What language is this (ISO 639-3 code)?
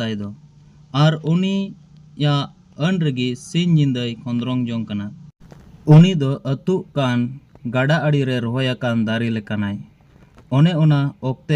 sat